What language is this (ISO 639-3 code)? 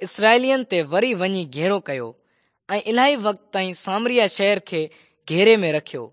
snd